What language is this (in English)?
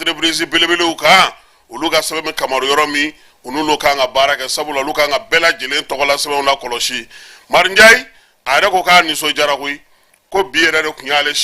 Bambara